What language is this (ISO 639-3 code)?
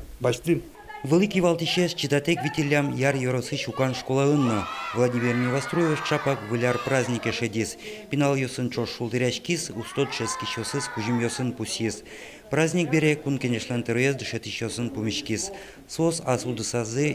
udm